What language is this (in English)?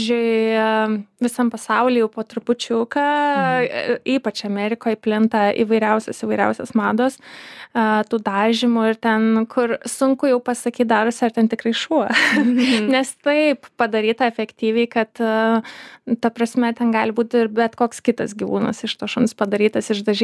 Lithuanian